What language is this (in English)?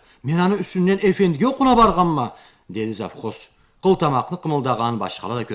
Karachay-Balkar